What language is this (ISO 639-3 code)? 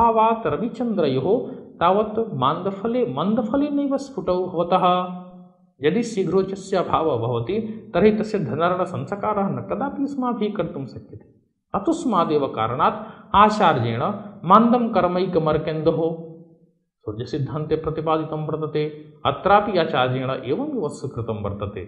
san